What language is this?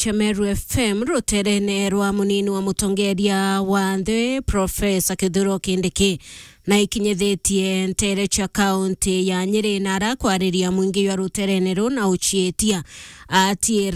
Meru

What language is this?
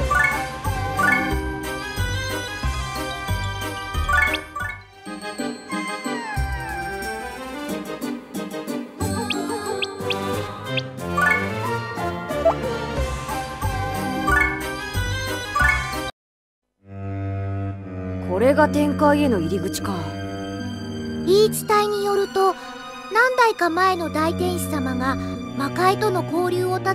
Japanese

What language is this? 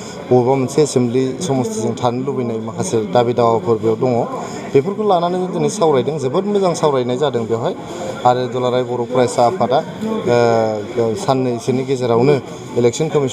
Bodo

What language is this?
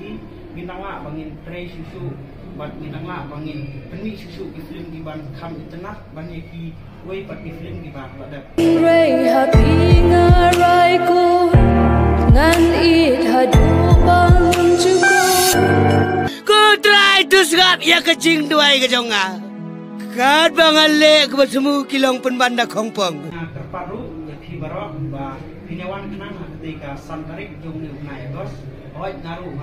Khasi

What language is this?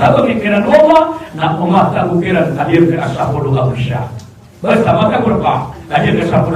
Maranao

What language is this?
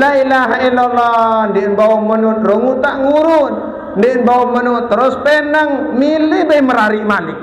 Sasak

